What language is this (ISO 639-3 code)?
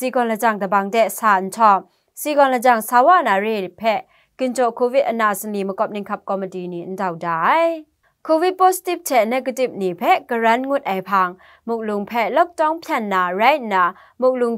kac